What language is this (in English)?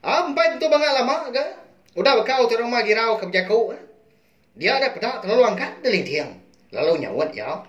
Iban